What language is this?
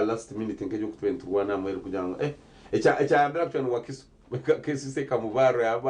Nyankole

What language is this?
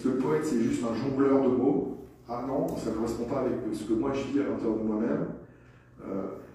French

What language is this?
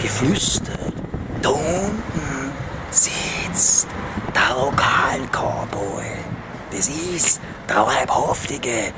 Bavarian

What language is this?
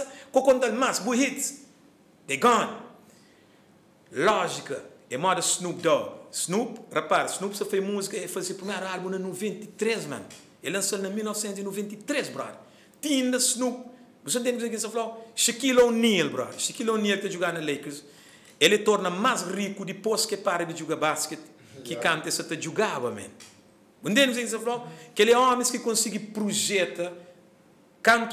Portuguese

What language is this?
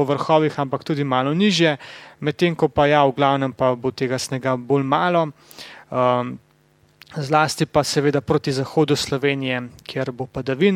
Slovenian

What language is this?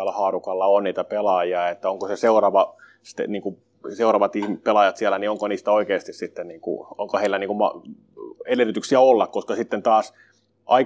Finnish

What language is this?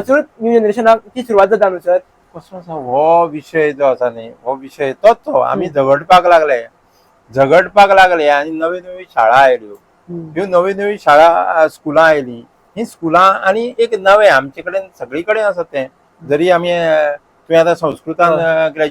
Konkani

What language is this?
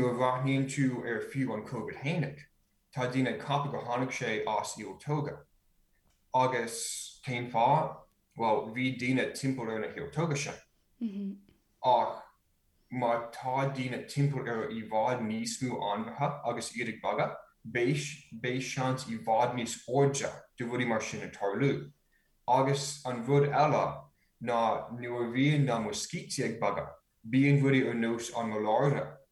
Irish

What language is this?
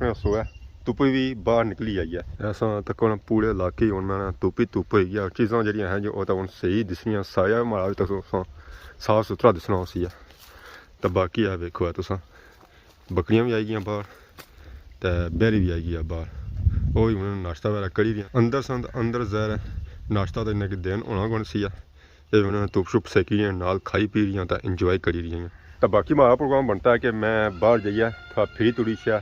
Pahari-Potwari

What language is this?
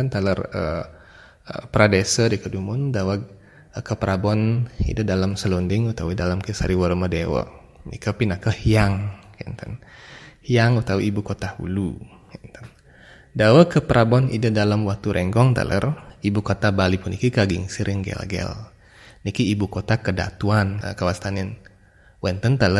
Balinese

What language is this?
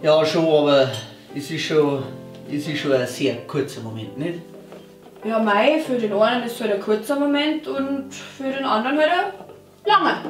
Bavarian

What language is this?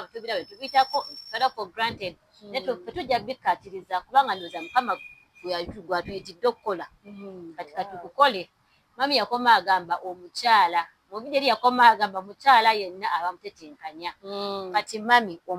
Ganda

